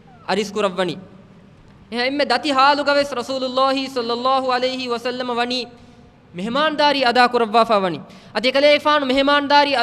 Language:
Divehi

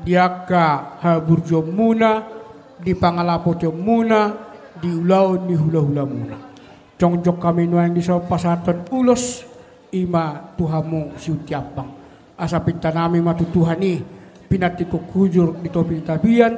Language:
Batak Toba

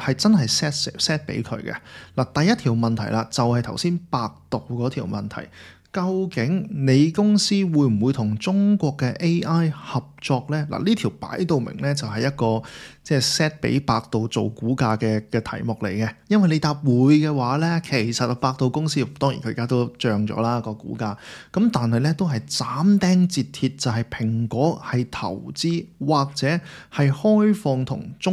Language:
Cantonese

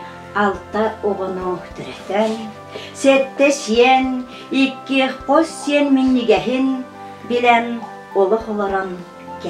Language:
Yakut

